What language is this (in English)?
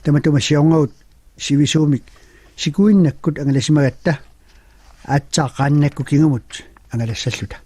Kalaallisut